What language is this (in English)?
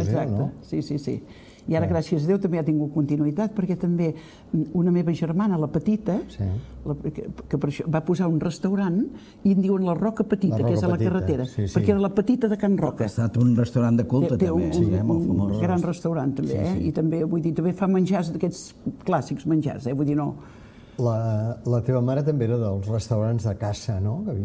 Catalan